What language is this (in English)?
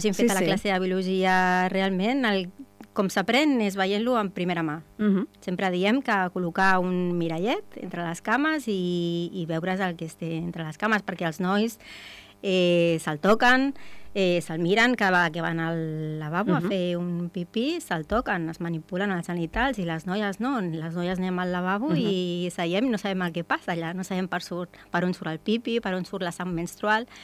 Catalan